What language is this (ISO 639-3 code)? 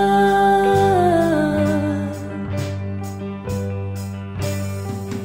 fil